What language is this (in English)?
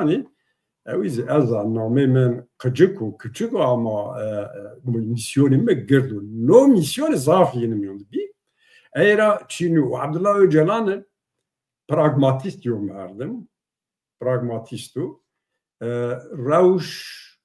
Zaza